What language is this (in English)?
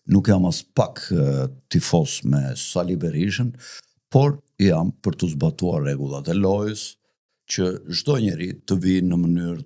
Albanian